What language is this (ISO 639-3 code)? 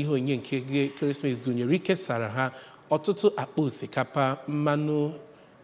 ibo